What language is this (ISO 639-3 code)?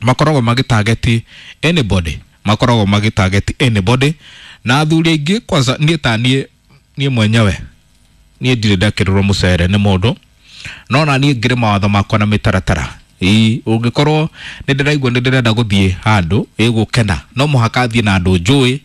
kik